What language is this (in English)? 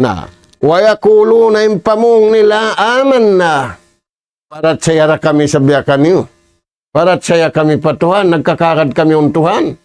Tausug